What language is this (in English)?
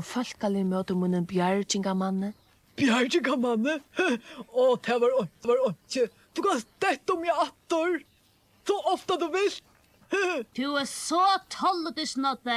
Faroese